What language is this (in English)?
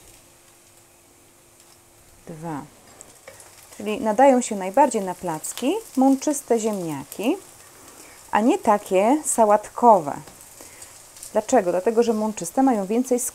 Polish